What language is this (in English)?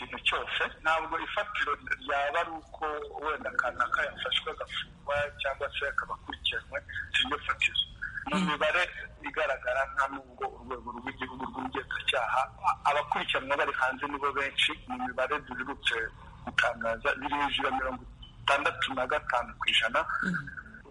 Kinyarwanda